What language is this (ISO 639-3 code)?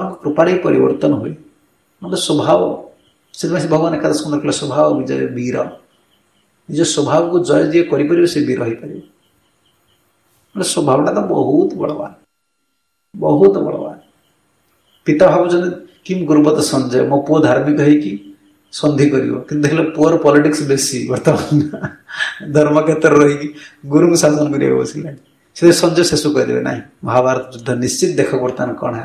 ori